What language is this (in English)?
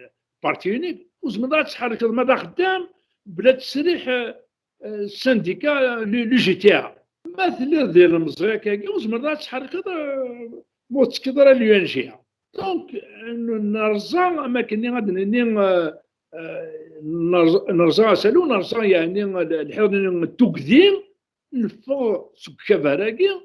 Kabyle